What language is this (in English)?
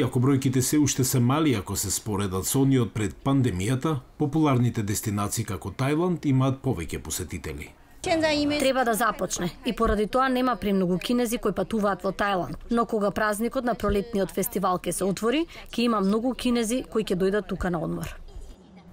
Macedonian